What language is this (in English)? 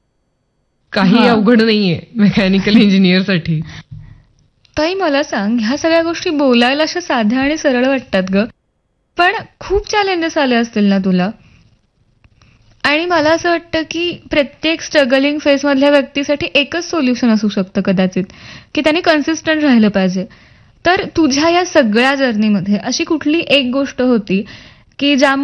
Marathi